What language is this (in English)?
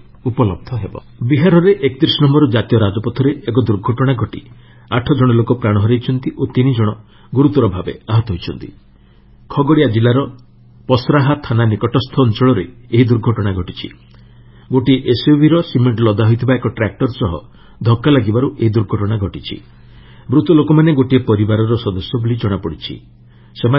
Odia